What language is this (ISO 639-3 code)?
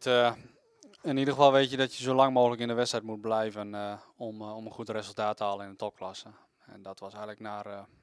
nld